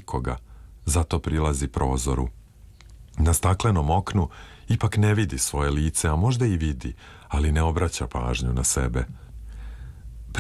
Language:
Serbian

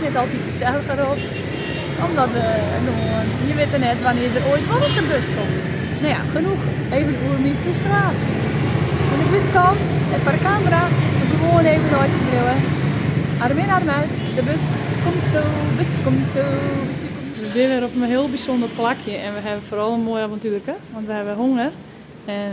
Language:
Western Frisian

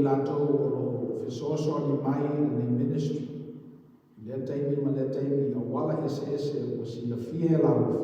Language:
Samoan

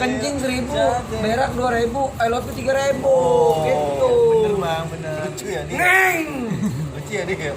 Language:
Betawi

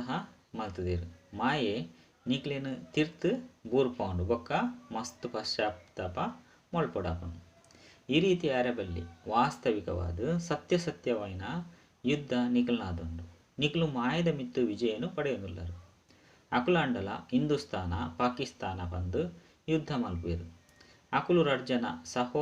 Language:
Tulu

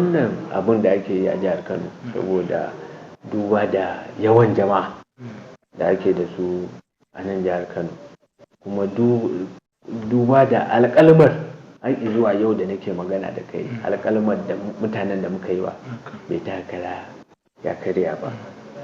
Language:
Hausa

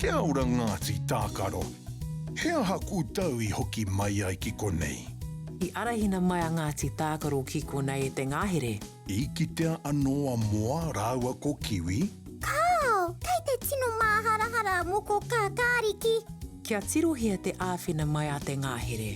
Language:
Māori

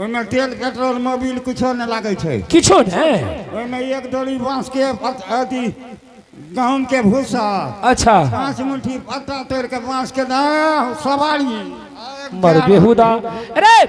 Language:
Angika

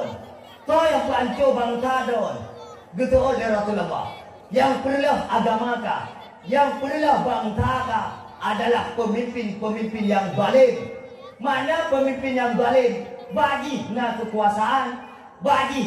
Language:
Achinese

